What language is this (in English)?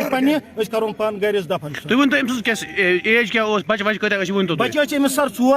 Kashmiri